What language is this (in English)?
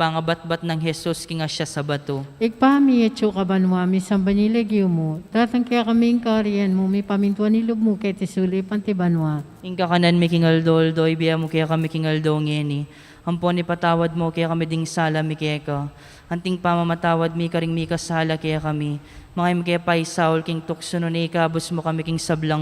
Pampanga